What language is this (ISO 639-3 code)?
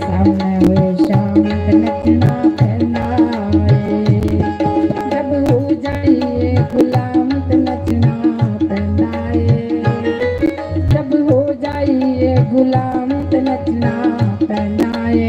doi